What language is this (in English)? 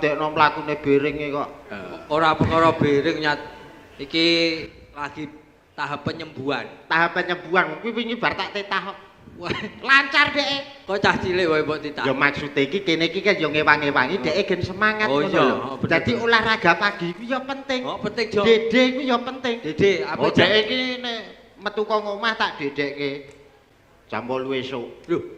Javanese